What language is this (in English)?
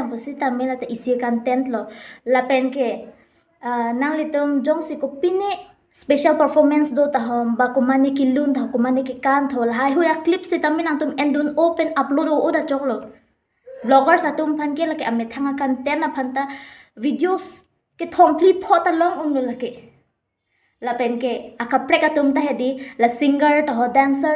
Karbi